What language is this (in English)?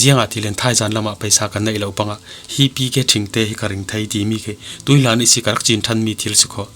Falam Chin